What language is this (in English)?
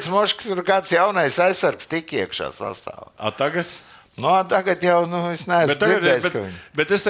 Latvian